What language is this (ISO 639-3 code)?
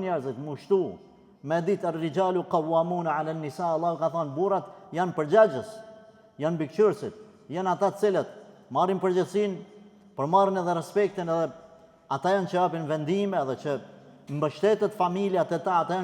sqi